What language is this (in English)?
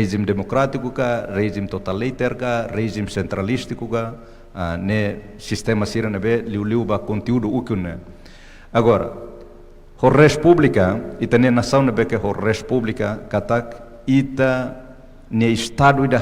Tetum